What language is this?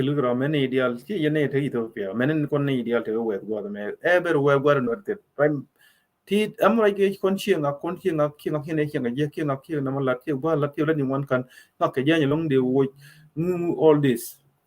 Nuer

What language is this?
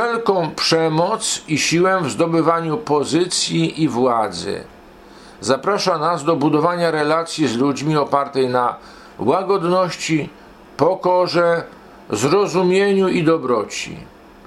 Polish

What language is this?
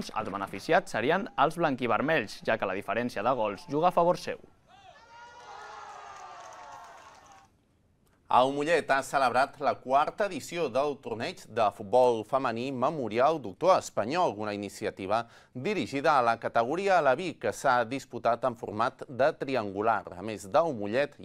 Catalan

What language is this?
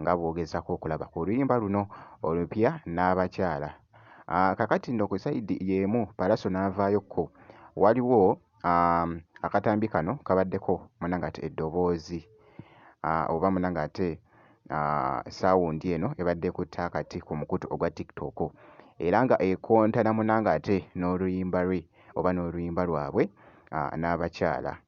Ganda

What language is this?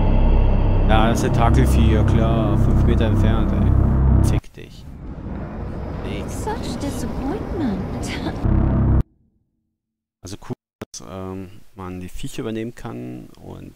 German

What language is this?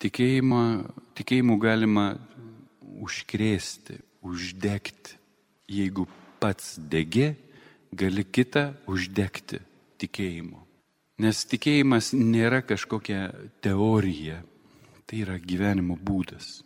Lithuanian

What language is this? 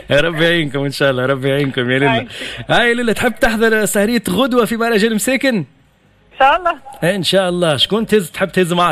Tunisian Arabic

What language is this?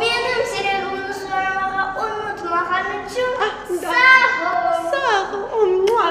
Crimean Tatar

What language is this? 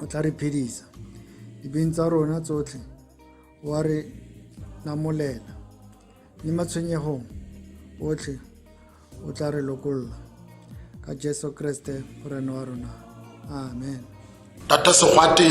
Tswana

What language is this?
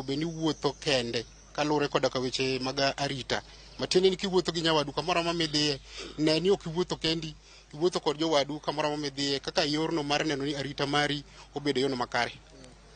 Luo (Kenya and Tanzania)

